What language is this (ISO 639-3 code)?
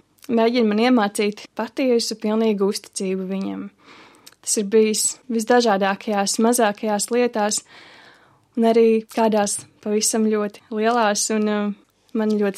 lav